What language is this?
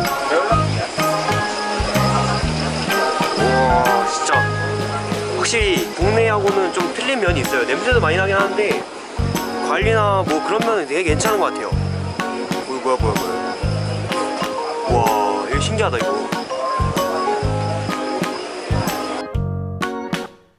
Korean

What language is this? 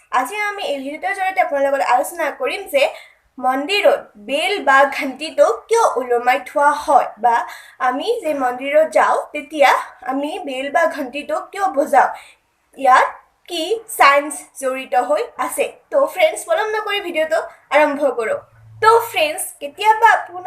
Assamese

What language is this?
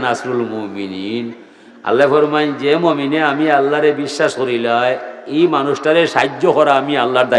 Sylheti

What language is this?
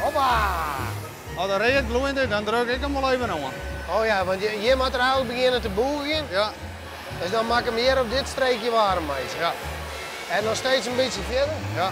Western Frisian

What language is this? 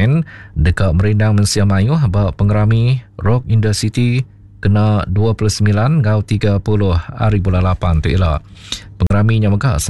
Iban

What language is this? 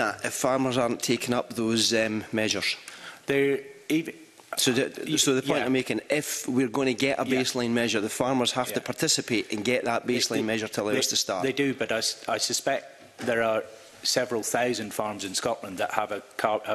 English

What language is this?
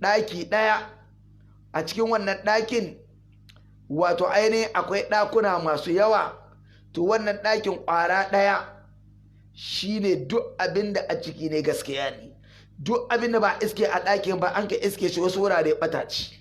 Hausa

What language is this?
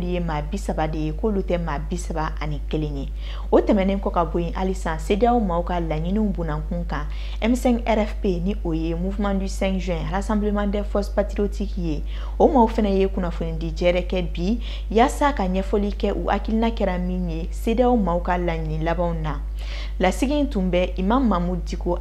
Bambara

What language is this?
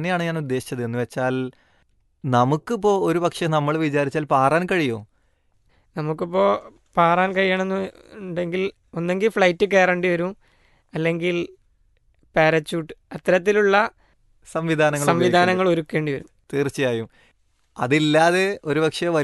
Malayalam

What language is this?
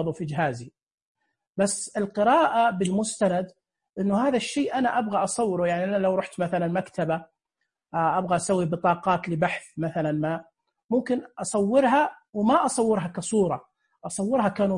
Najdi Arabic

